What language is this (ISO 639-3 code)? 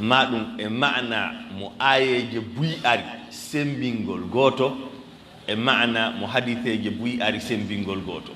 ful